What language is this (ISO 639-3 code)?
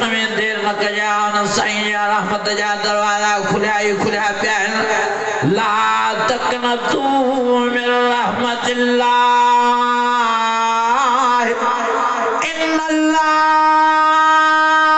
snd